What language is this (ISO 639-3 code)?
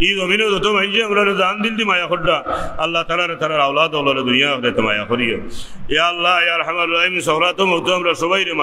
syl